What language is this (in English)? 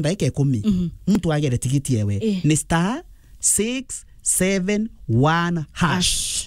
Meru